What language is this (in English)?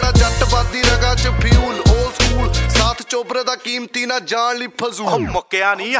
Punjabi